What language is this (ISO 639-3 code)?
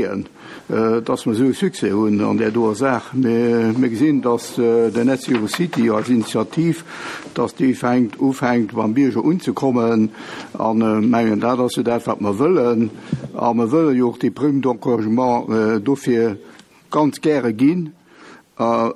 ltz